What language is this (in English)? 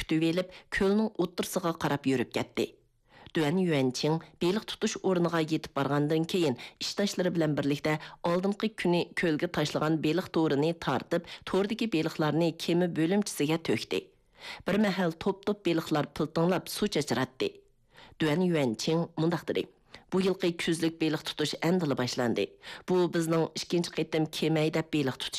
Uyghur